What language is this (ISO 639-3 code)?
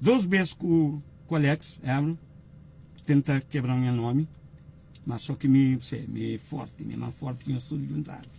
kea